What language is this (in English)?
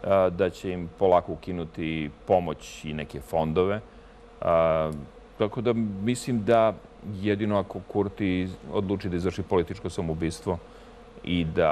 Serbian